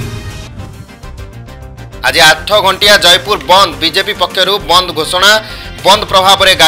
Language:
Odia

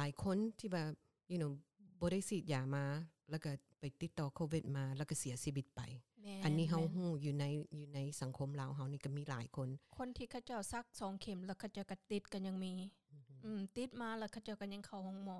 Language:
Lao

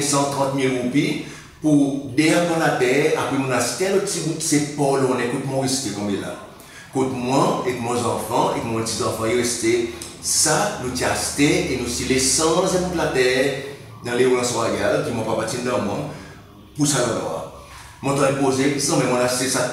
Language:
Seselwa Creole French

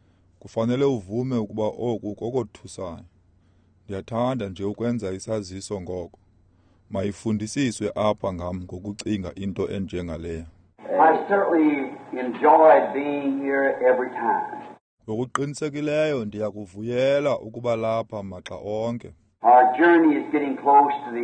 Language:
Xhosa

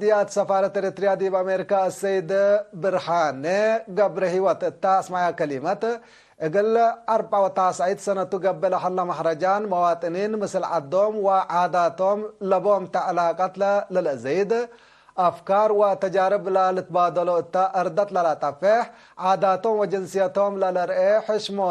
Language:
Tigre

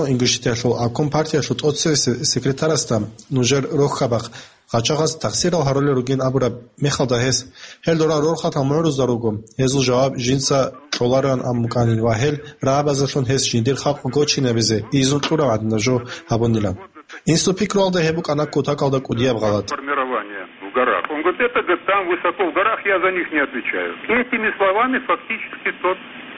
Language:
Avaric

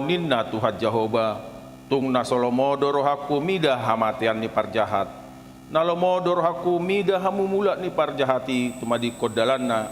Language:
Batak Toba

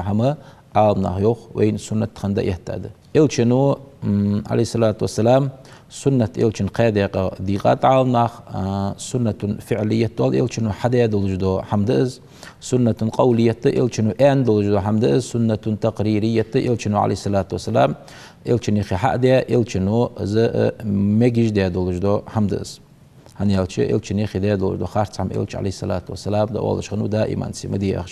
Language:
Ingush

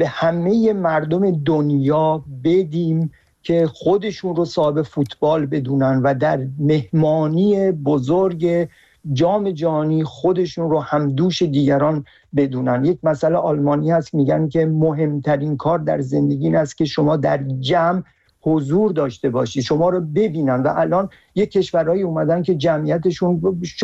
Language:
Persian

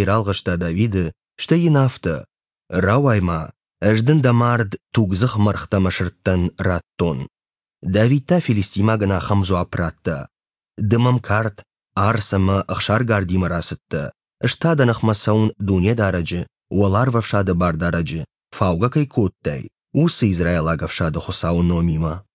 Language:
Ossetic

